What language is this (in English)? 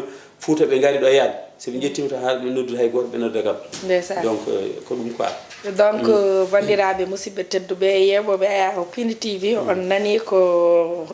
Fula